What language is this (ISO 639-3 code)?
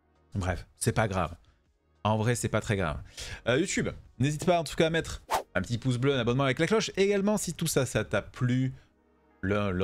fra